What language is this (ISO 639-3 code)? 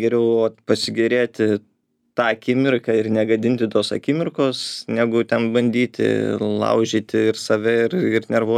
lit